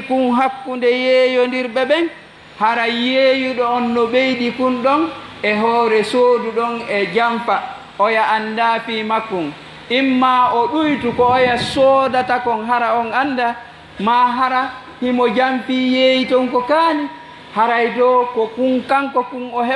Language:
Fula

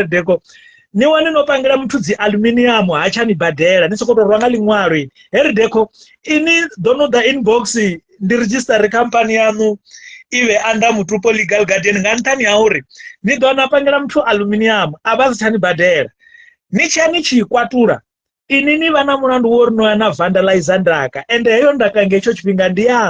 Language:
Venda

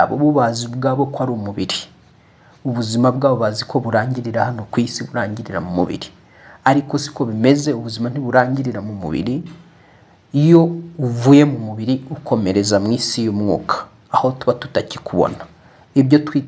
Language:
Kinyarwanda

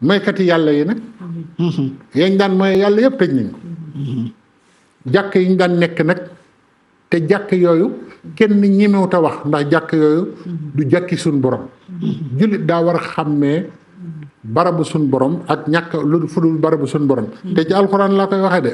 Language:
Wolof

